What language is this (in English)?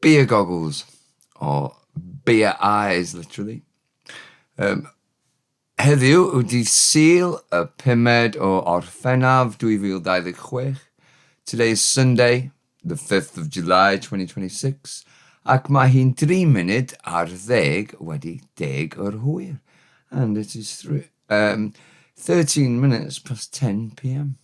Welsh